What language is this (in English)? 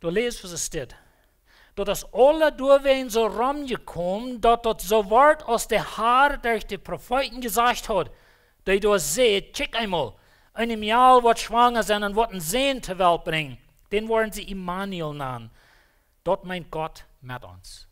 Plautdietsch